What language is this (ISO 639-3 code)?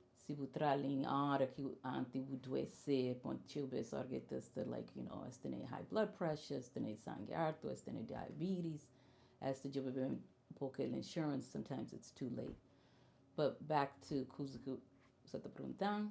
kea